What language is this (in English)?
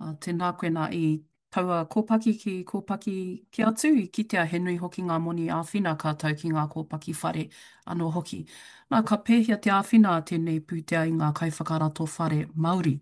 Māori